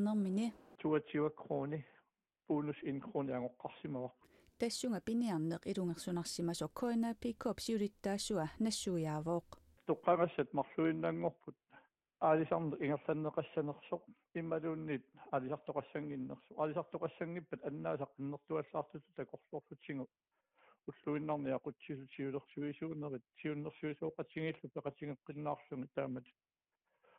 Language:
Kalaallisut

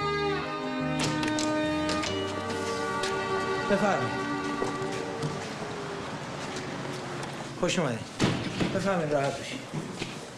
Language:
Persian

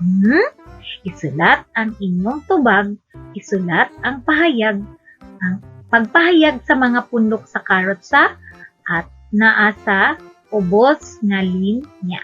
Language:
Cebuano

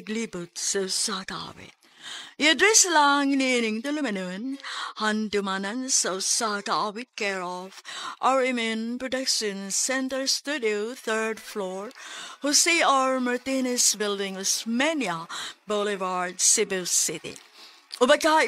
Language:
Cebuano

